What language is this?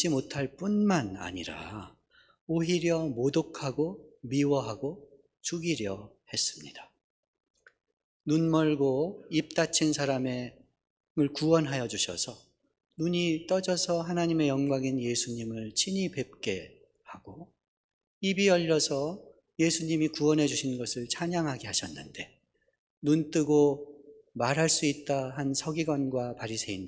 Korean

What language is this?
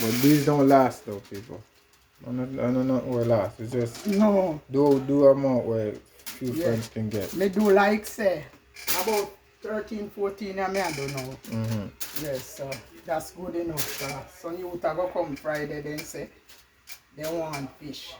Jamaican Creole English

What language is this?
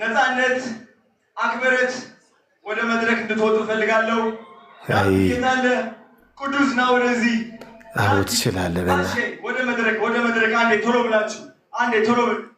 Amharic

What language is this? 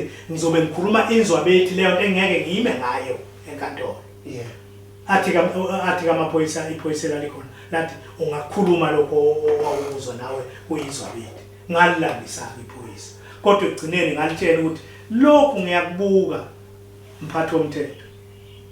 Zulu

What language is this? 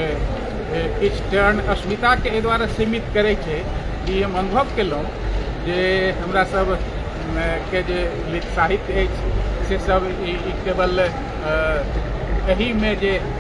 Maithili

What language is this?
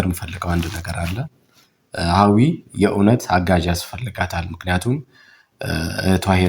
Amharic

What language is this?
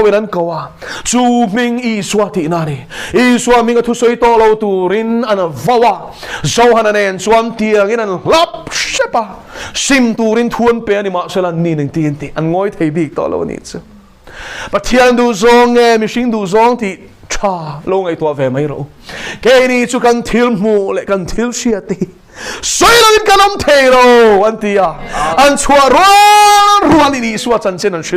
Mizo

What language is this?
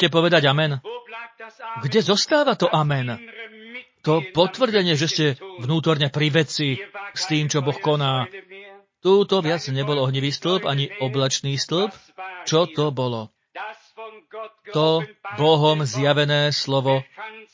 Slovak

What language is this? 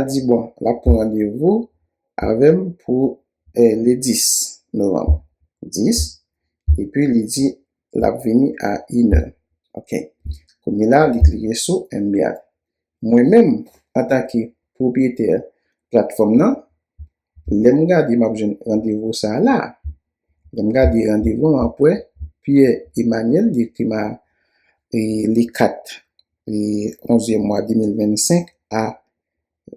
Haitian Creole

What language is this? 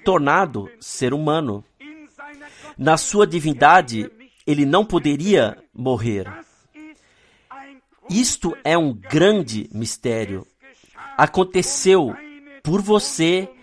Portuguese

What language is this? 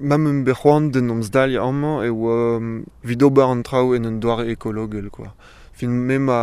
Breton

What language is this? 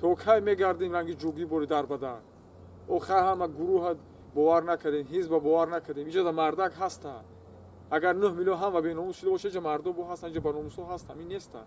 Tajik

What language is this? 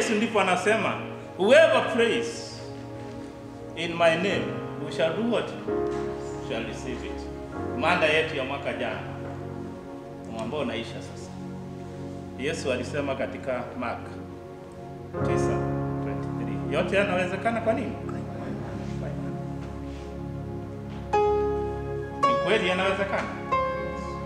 Swahili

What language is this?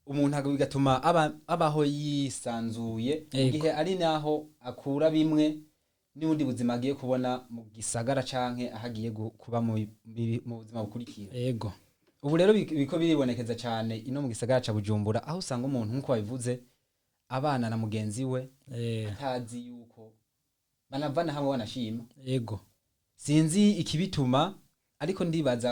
Rundi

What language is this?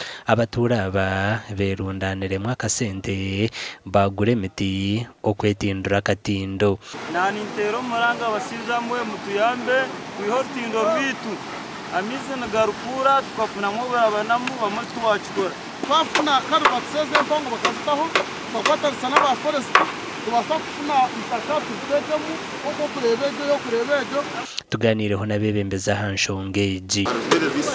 Nyankole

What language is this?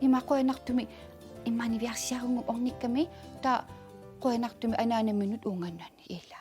Kalaallisut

